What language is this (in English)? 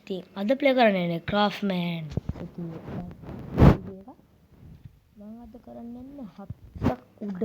Sinhala